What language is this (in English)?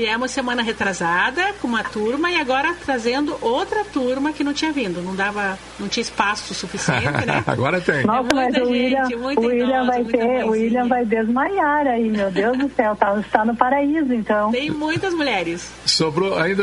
Portuguese